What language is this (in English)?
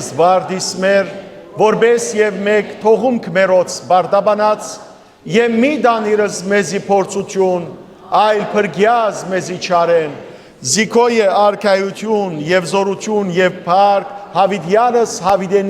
Western Armenian